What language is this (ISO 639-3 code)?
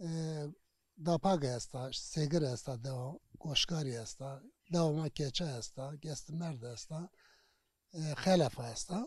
zza